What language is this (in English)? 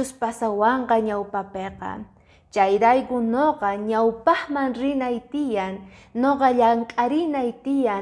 Quechua